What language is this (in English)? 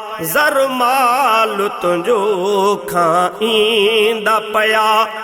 Sindhi